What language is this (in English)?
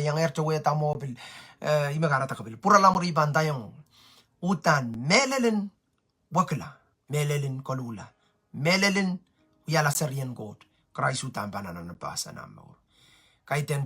Pohnpeian